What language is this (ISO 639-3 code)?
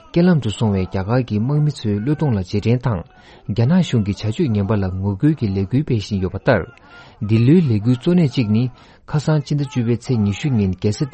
bod